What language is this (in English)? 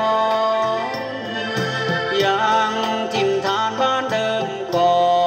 Thai